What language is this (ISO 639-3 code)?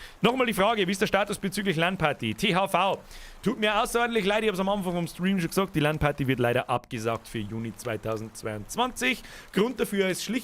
bar